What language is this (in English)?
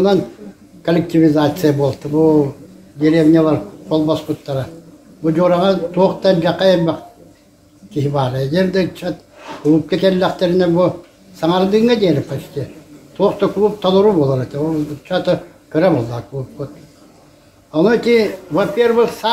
Yakut